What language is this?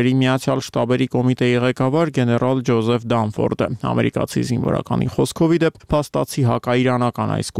Armenian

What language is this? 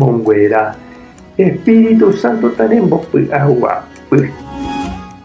Guarani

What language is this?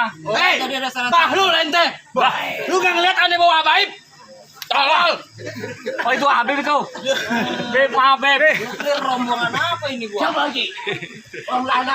Betawi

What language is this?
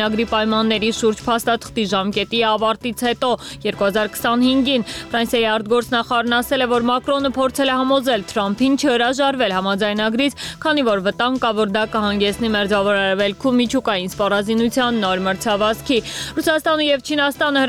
Armenian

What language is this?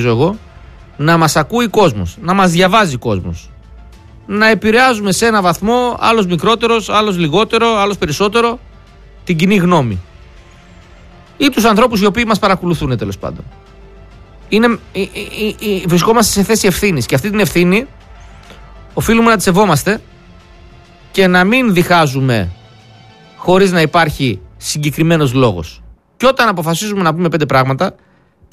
Greek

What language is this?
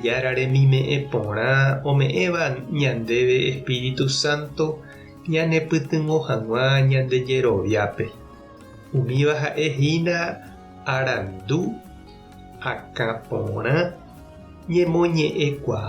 Guarani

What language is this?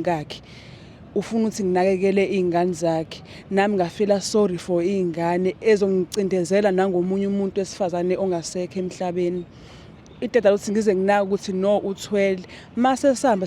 Zulu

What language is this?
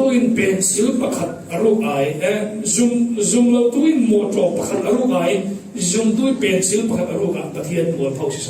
Falam Chin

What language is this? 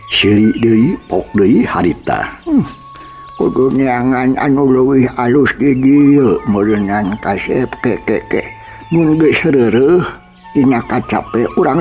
Sundanese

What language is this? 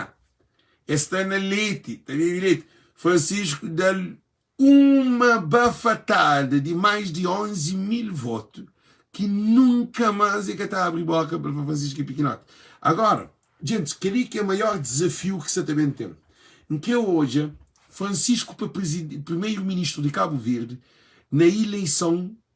Kabuverdianu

